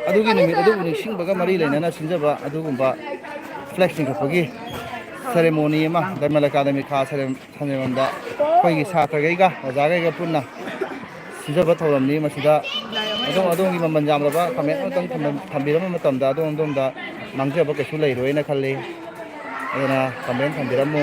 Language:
Manipuri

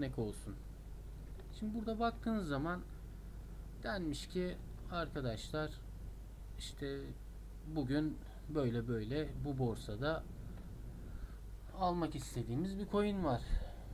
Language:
Turkish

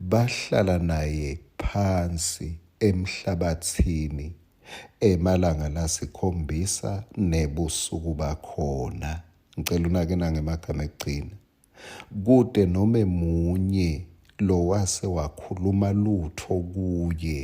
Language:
Swati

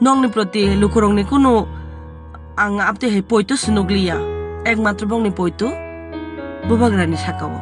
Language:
Kok Borok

